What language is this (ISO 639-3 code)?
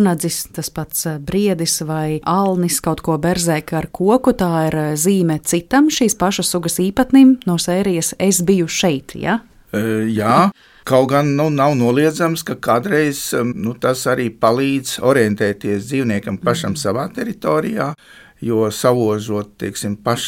lav